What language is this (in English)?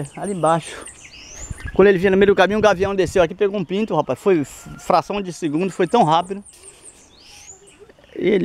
Portuguese